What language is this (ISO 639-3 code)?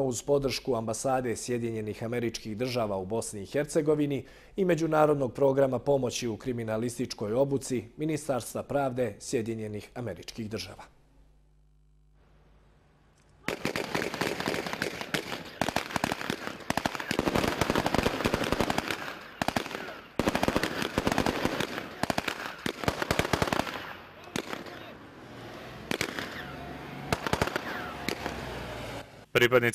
bos